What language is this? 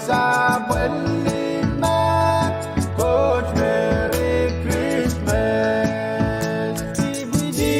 Pohnpeian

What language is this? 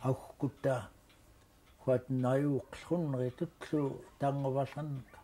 Central Yupik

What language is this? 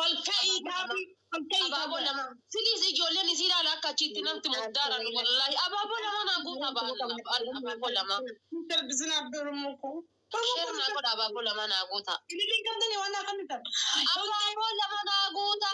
Oromo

